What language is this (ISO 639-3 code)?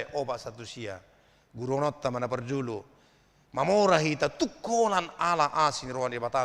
bbc